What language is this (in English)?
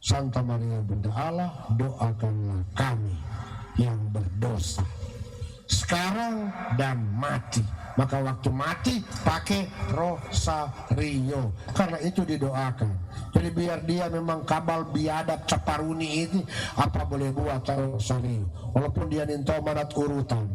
Manado Malay